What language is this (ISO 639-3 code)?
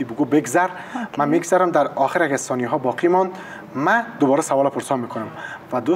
fas